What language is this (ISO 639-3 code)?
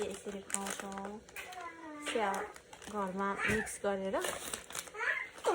nep